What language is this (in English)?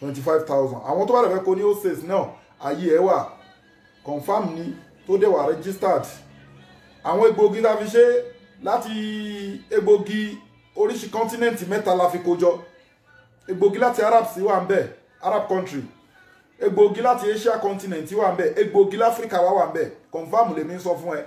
Yoruba